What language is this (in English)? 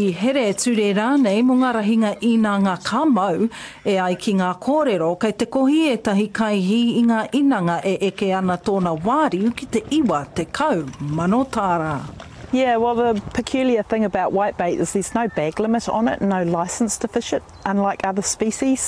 Māori